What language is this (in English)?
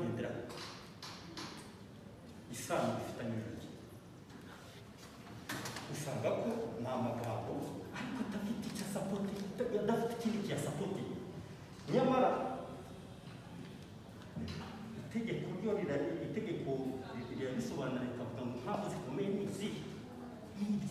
Kinyarwanda